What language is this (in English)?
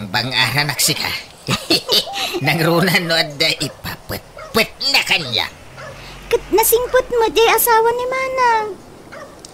Iloko